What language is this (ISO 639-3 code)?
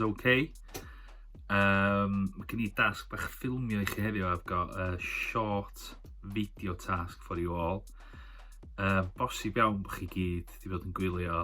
cym